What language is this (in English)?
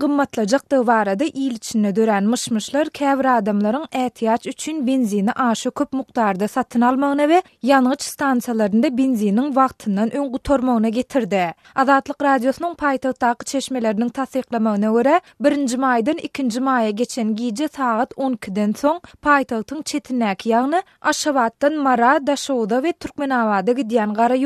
Turkmen